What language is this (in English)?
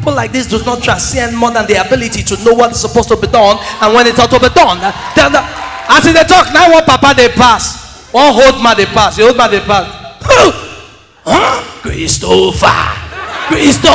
Nigerian Pidgin